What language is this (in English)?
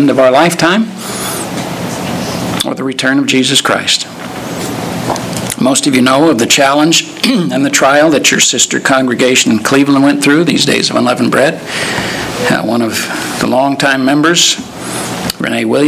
English